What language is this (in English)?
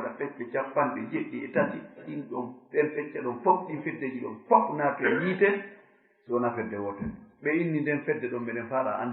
Fula